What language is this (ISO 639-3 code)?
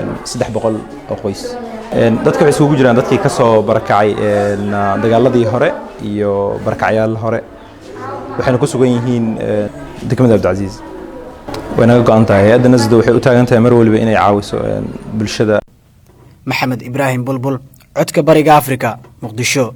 som